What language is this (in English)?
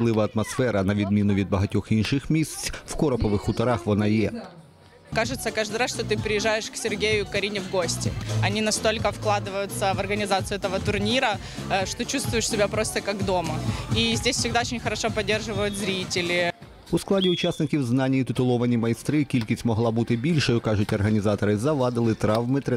Ukrainian